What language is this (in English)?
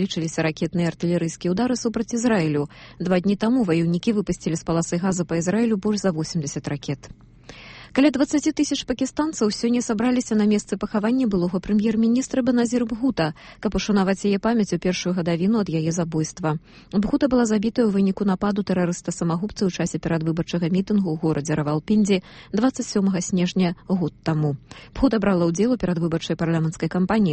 Belarusian